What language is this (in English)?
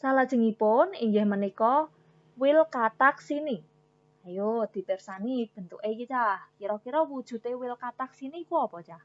Javanese